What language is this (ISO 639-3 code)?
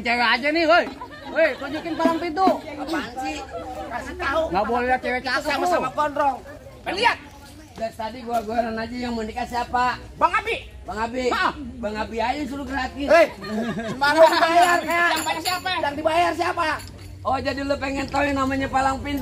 bew